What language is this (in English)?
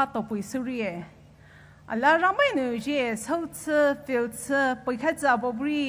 Poumei Naga